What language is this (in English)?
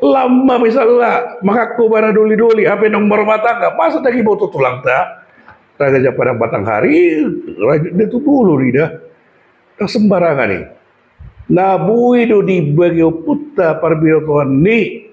Batak Toba